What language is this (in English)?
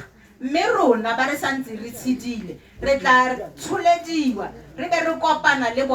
Tswana